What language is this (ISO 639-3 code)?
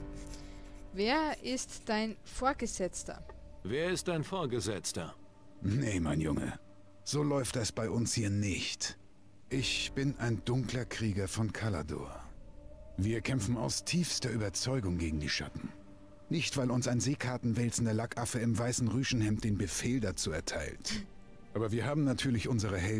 deu